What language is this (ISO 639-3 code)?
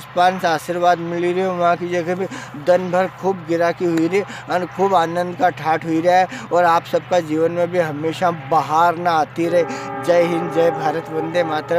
raj